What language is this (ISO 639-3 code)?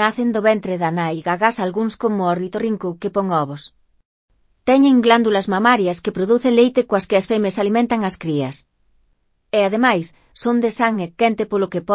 glg